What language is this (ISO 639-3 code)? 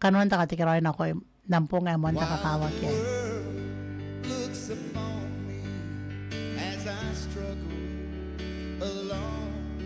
gil